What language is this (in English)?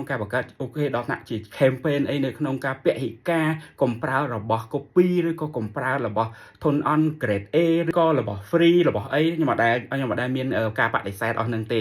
Khmer